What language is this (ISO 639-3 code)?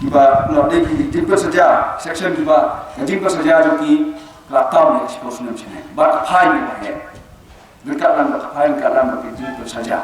kha